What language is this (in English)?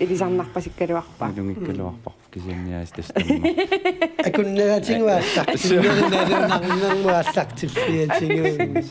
Kalaallisut